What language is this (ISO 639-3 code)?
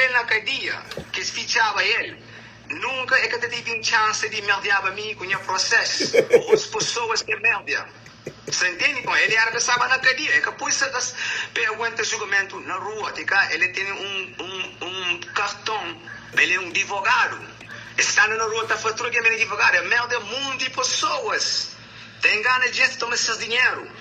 kea